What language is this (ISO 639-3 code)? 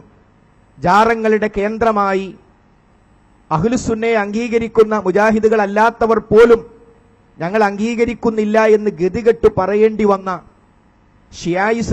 mal